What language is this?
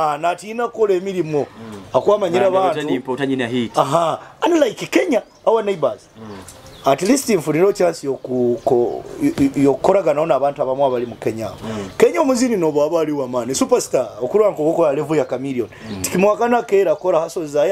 Nyoro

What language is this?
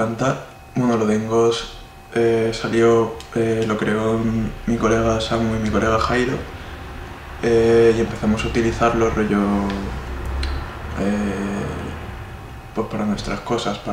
Spanish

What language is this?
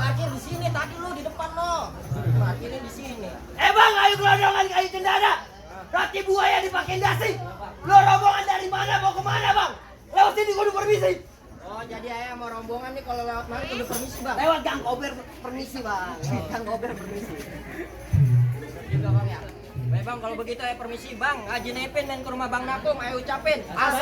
Betawi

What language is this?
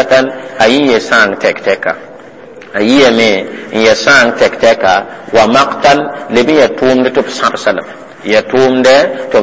Mossi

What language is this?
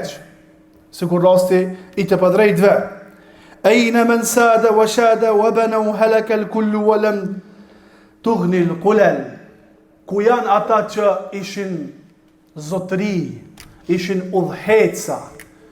Albanian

